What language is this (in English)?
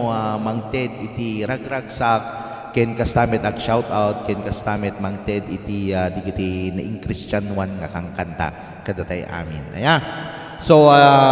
Iloko